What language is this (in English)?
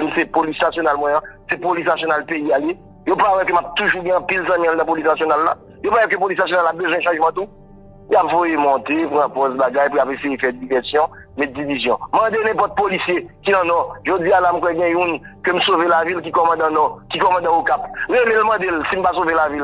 Haitian Creole